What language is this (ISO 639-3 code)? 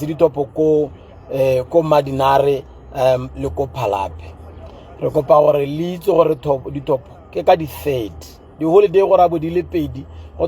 tsn